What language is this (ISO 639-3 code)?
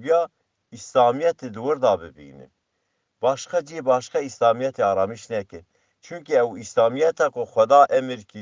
kur